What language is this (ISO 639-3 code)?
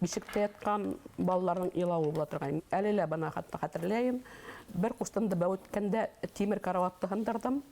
bak